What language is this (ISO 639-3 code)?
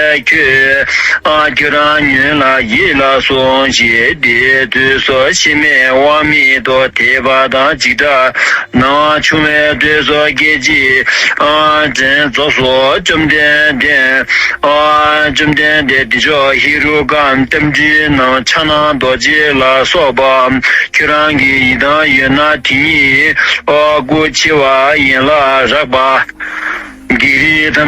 bod